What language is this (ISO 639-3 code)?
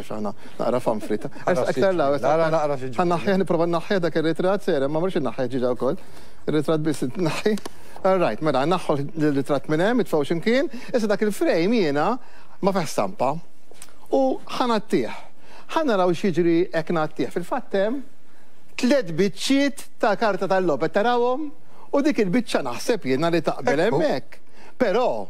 mlt